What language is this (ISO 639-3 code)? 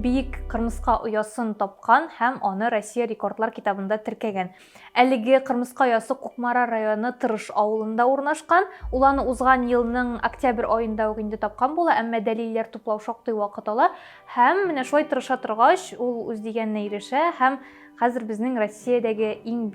tat